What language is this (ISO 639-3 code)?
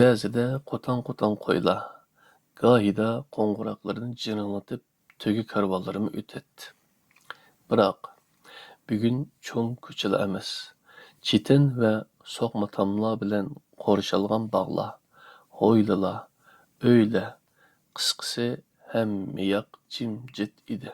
uig